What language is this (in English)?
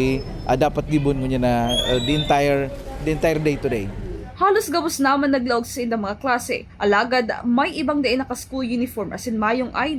Bikol